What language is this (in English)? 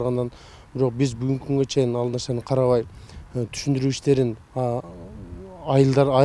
Kyrgyz